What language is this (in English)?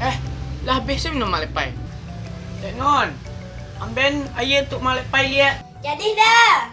Minangkabau